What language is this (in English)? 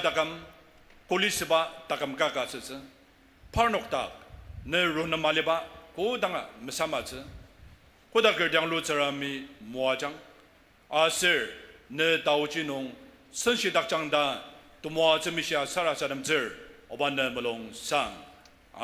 Ao Naga